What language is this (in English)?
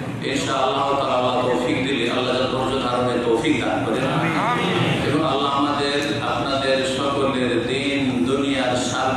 Bangla